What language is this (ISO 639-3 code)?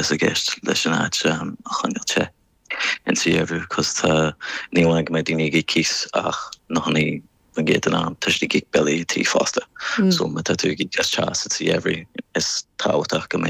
gle